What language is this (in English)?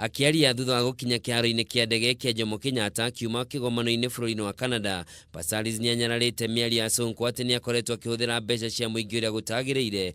Kikuyu